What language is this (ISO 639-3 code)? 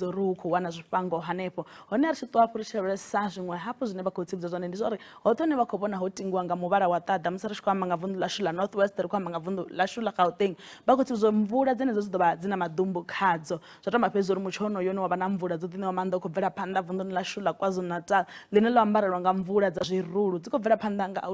ven